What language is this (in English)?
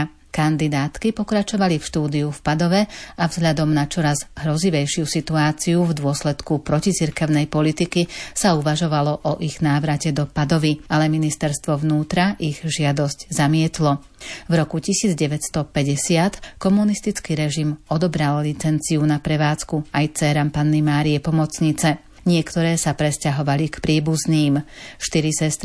Slovak